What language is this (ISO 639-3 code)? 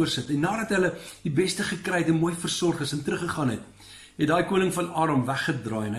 afr